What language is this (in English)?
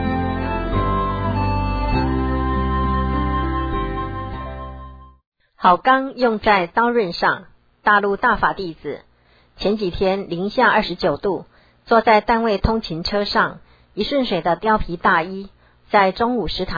Chinese